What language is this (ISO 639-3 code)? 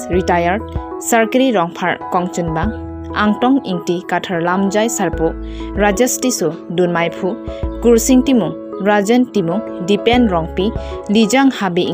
mjw